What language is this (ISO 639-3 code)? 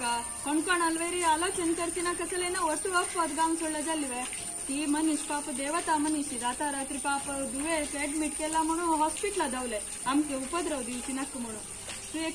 kok